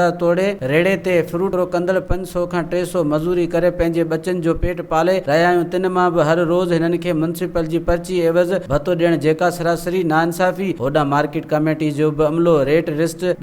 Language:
Sindhi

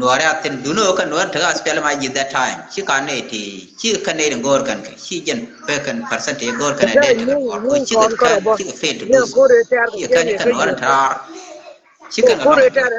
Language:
Nuer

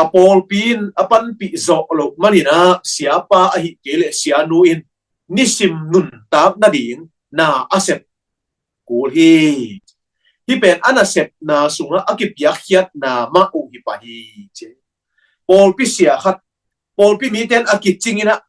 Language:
Tedim Chin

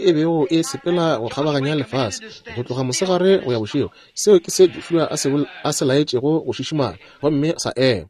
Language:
Northern Sotho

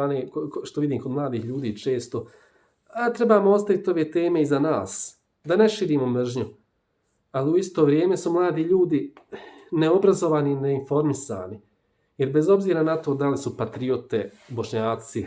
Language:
Bosnian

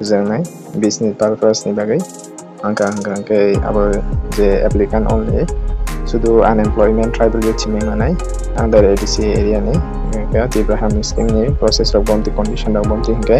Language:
Kok Borok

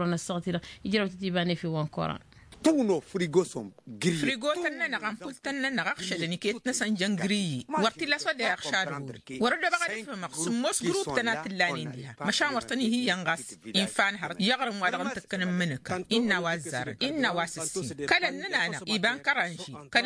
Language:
Tamasheq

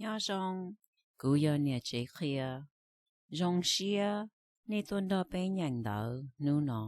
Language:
Hmong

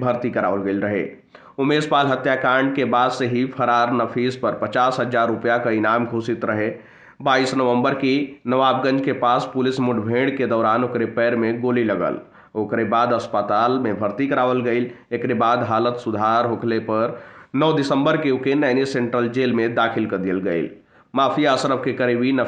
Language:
Bhojpuri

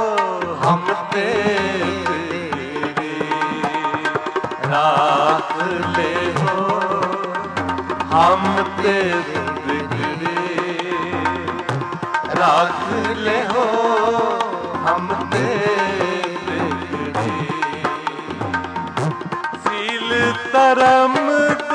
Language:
Punjabi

